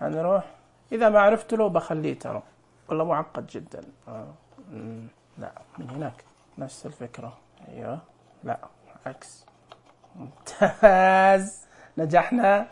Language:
Najdi Arabic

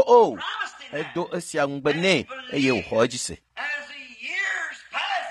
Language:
Ewe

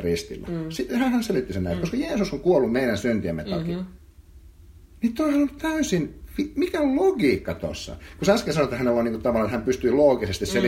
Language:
Finnish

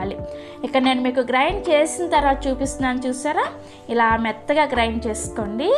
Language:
Telugu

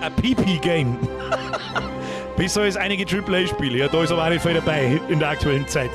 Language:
Bavarian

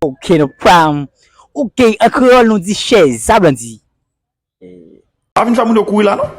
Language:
Haitian Creole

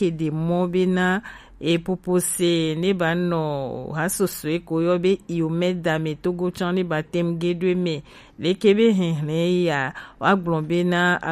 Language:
Gen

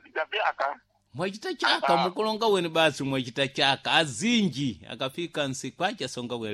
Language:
Sena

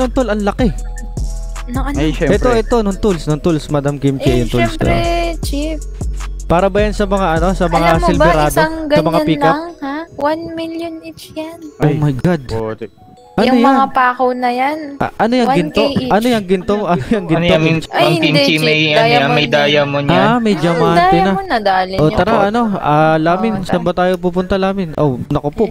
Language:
Filipino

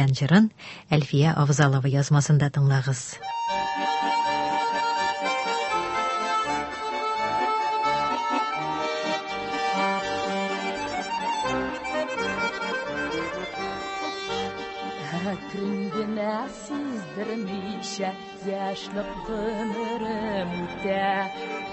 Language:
Tatar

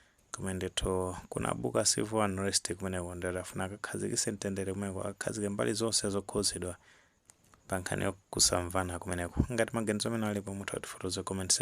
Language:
Nyanja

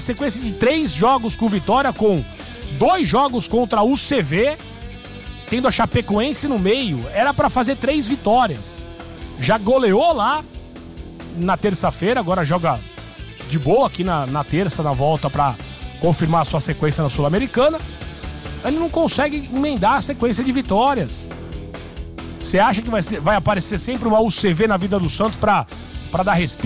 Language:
Portuguese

